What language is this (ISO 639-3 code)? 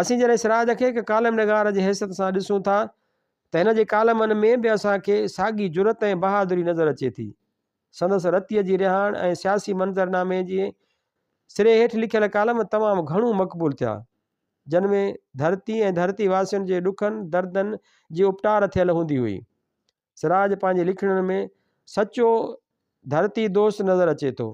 snd